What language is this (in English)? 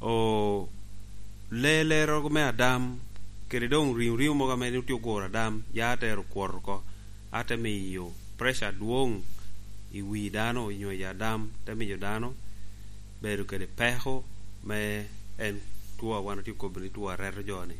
Lango (Uganda)